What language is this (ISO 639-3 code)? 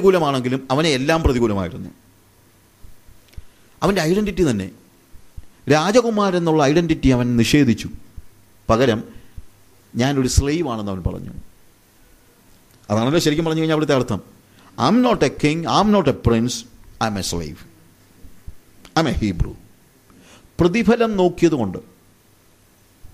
mal